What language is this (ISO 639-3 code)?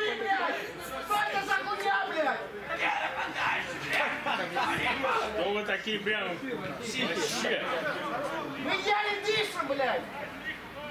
rus